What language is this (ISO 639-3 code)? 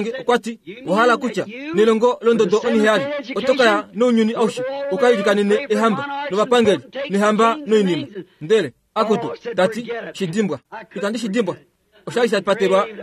kua